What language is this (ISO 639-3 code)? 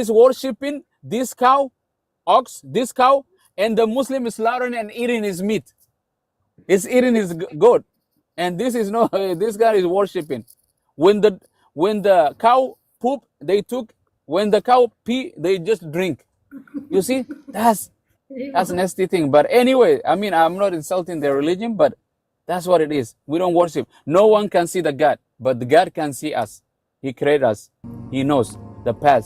eng